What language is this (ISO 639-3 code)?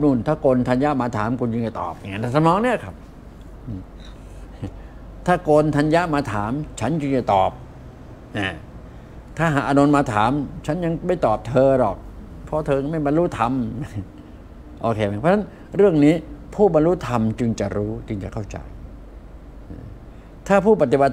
tha